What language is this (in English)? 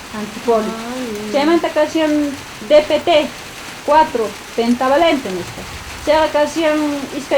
South Bolivian Quechua